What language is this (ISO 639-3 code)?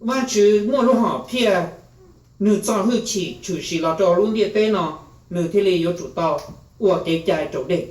hmn